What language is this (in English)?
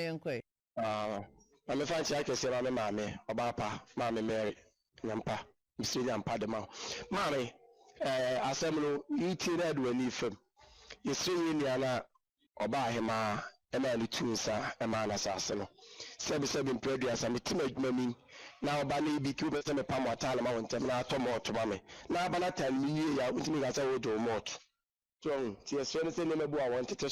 Akan